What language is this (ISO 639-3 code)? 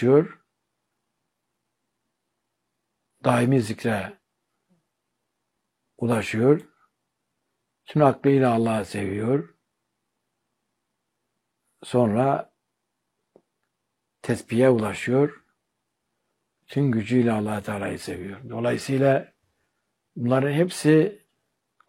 tur